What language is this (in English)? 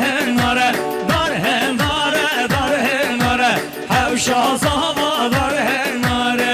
Kurdish